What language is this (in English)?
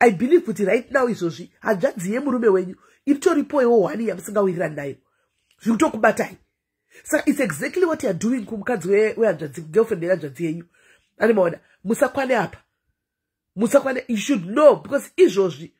Shona